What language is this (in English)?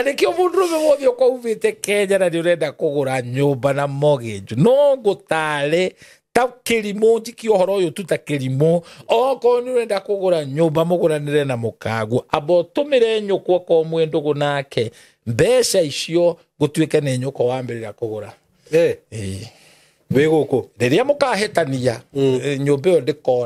Kikuyu